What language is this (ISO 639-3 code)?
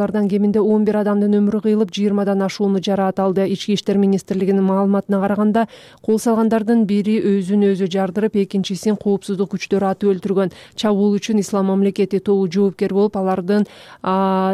kir